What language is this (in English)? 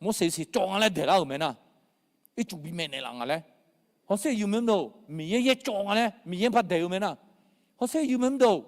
Akha